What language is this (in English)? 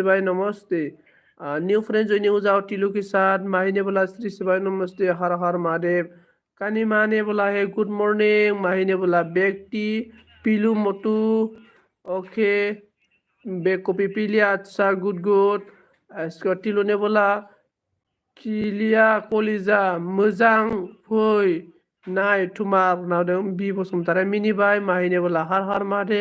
Bodo